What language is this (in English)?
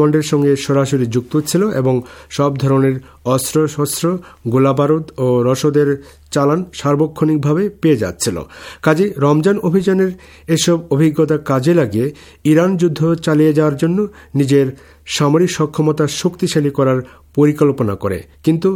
Bangla